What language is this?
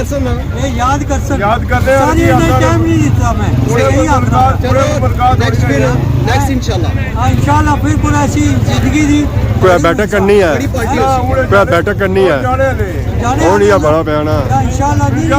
Pahari-Potwari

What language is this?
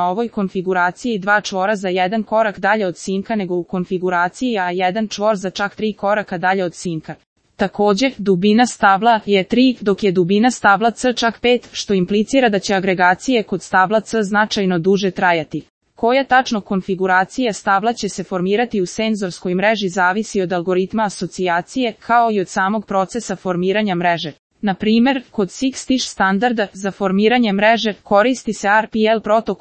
Serbian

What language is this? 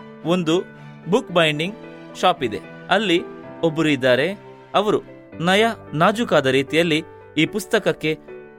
Kannada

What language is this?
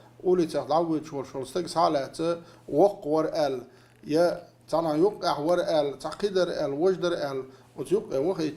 Chechen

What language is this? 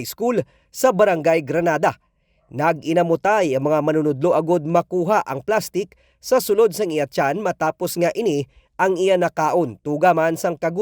Hiligaynon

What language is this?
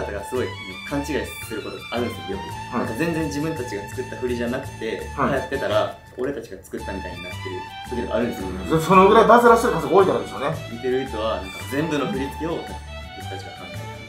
Japanese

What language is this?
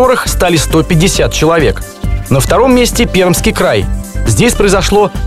Russian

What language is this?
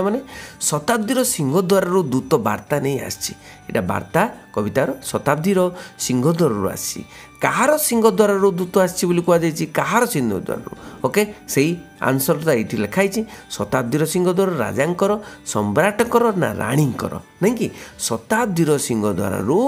Odia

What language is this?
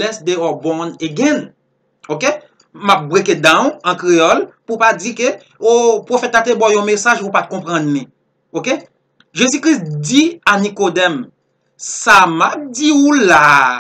Haitian Creole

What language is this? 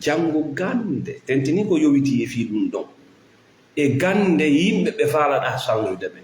Fula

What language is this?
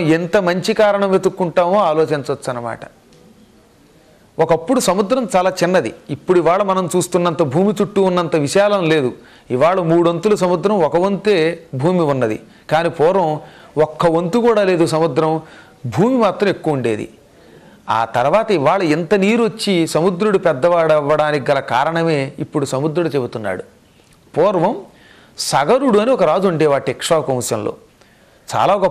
Telugu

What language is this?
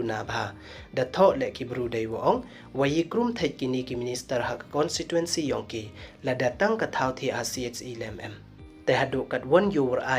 Pnar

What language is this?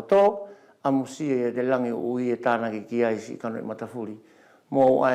Wallisian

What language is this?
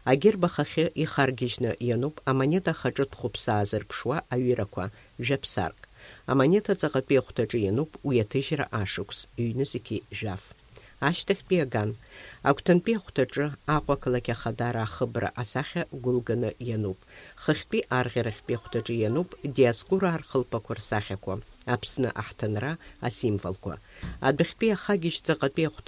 Abkhazian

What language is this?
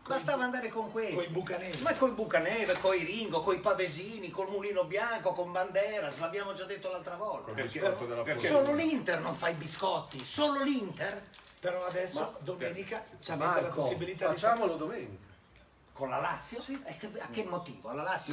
Italian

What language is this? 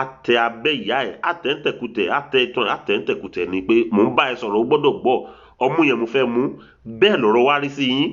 Yoruba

